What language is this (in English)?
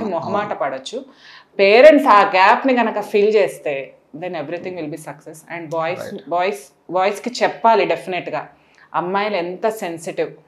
Telugu